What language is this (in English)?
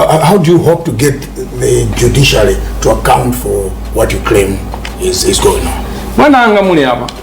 Nyanja